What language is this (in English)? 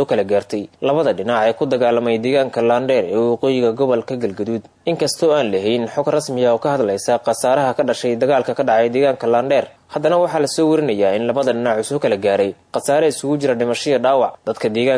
Somali